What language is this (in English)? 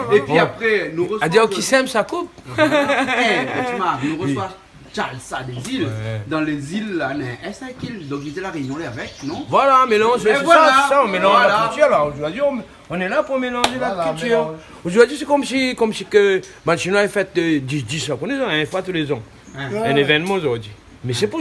Réunion Creole French